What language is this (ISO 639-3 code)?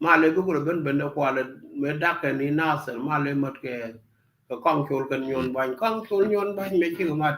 nus